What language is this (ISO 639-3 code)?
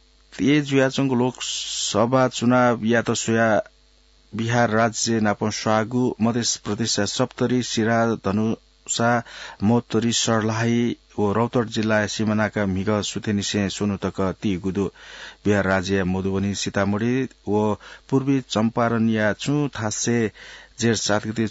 new